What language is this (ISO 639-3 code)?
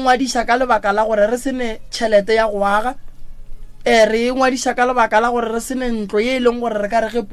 nso